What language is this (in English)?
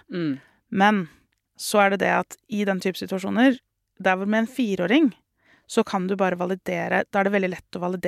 Norwegian